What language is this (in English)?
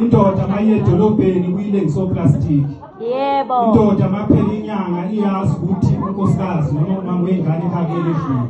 Zulu